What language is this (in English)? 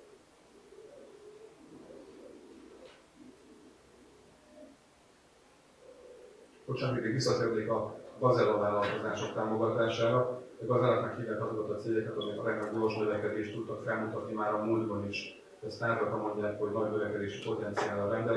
Hungarian